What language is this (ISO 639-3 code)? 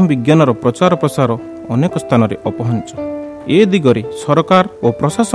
ori